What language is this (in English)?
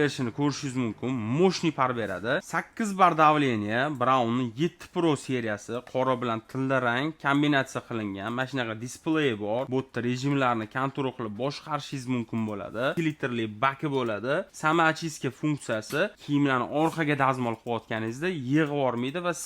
Uzbek